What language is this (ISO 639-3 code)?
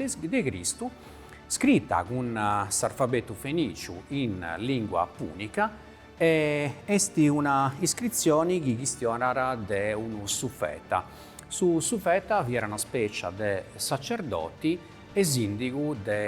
srd